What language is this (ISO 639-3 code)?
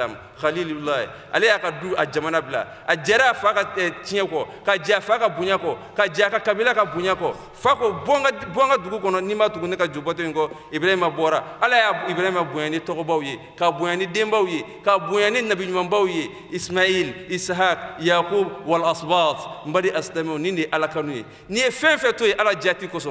bam